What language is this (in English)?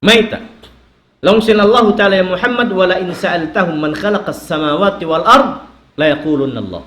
Tausug